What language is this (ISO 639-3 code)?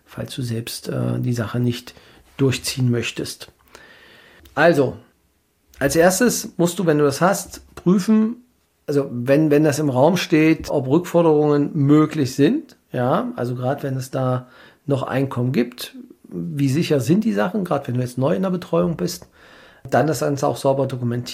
deu